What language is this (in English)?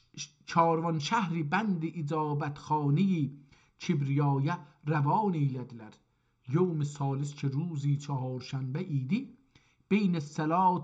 South Azerbaijani